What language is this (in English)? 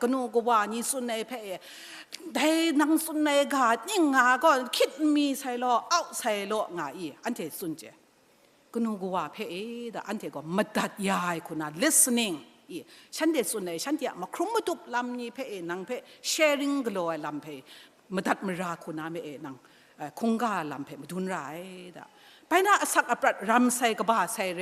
Kachin